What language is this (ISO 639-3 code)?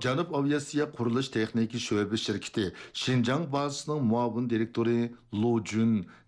uig